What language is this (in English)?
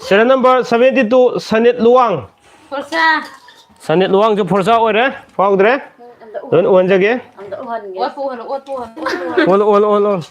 Manipuri